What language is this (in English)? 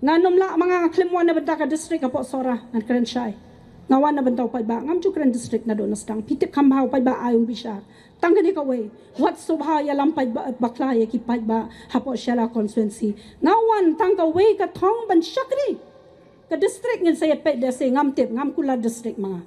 Khasi